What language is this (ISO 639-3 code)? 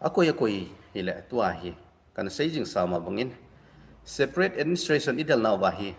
tcz